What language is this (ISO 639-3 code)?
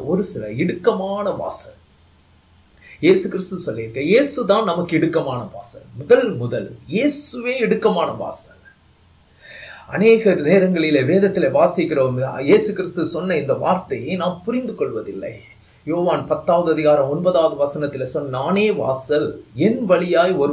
tam